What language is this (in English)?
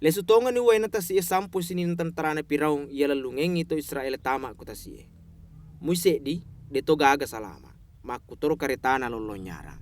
Buginese